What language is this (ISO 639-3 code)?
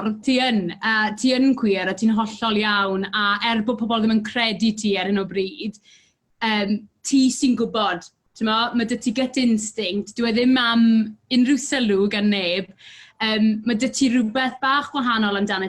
cym